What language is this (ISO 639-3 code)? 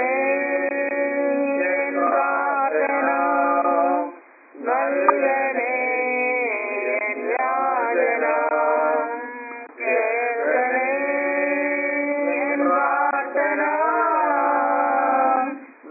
mal